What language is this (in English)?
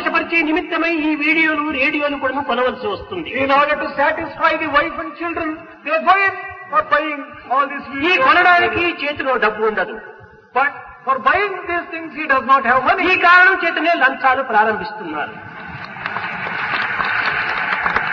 Telugu